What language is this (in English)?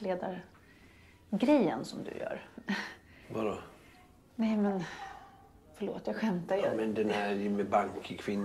Swedish